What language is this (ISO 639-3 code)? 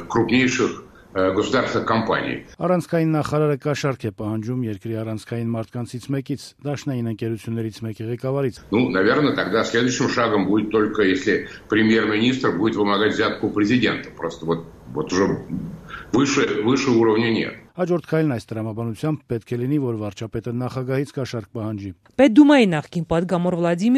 hye